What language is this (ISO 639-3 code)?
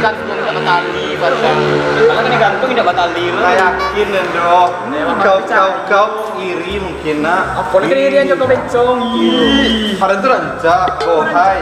min